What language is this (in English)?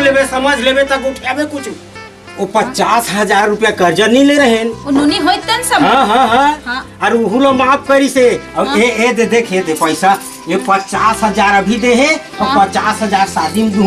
Chhattisgarhi